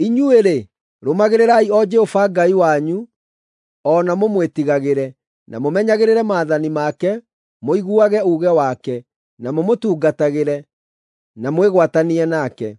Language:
Kikuyu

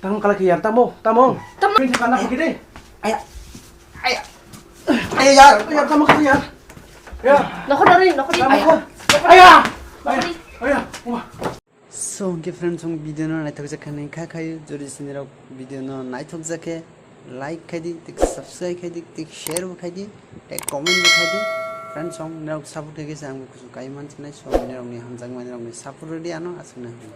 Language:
Kok Borok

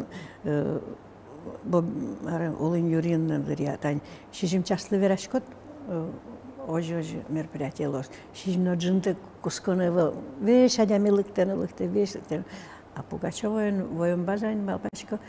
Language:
Udmurt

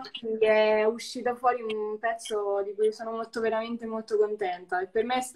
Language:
Italian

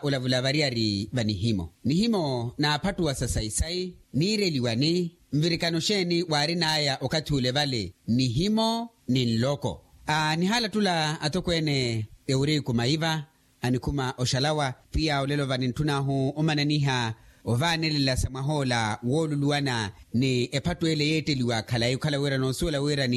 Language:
Makhuwa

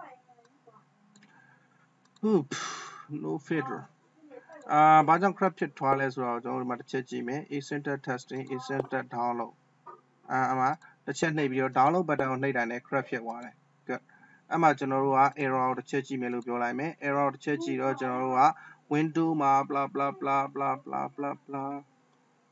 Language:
Burmese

